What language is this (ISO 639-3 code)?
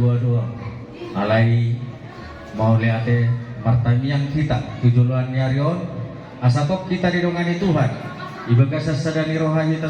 bbc